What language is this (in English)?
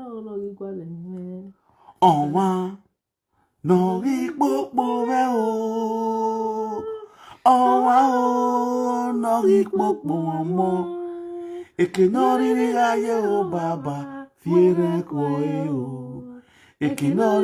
Nigerian Pidgin